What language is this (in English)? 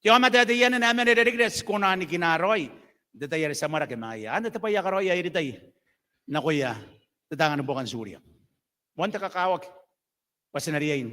Gilbertese